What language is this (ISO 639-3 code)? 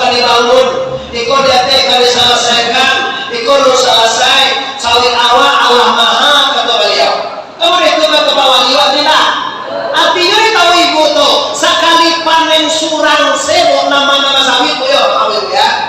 min